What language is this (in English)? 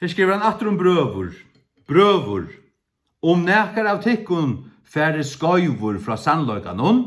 Faroese